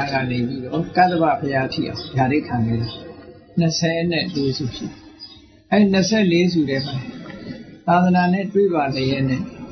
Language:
Burmese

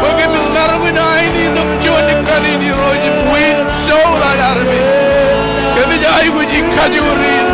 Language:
Marshallese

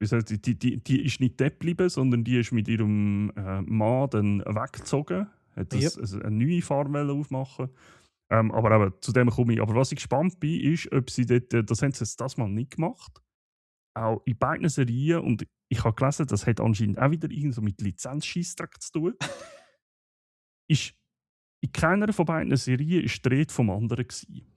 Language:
Swiss German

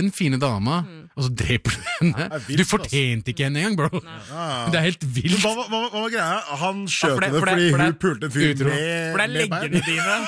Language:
Norwegian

